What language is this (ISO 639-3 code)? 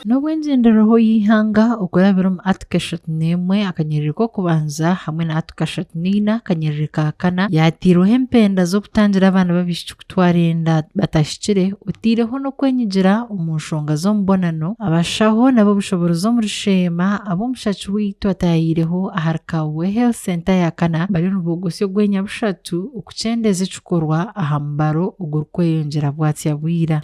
nyn